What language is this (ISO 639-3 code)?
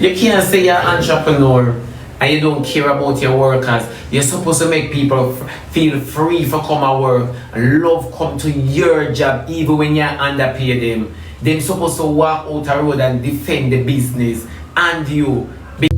jam